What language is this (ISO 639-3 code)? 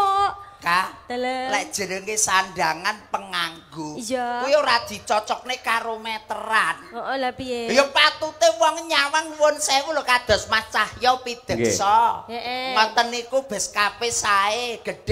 jav